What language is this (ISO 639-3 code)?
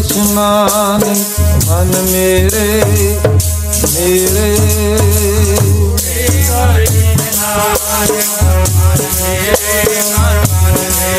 pan